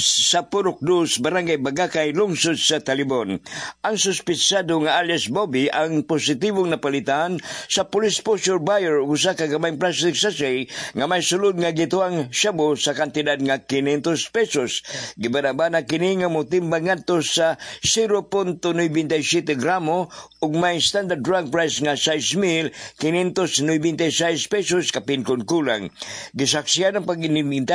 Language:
Cebuano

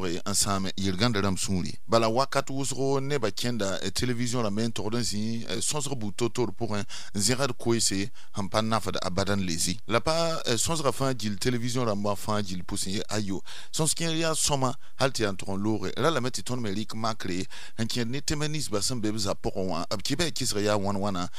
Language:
Mossi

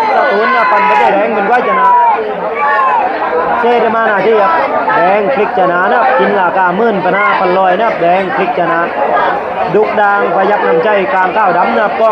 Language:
Lao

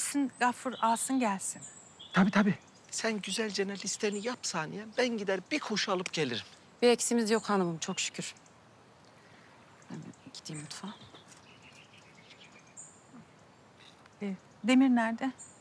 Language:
Turkish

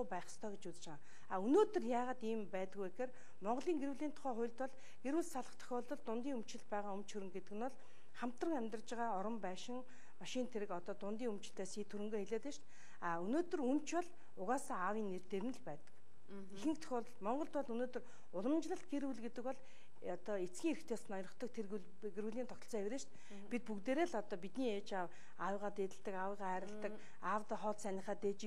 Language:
Mongolian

